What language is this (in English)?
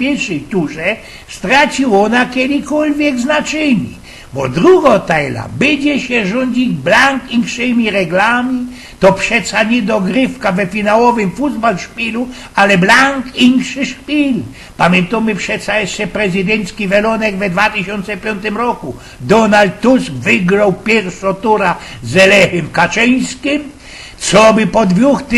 Silesian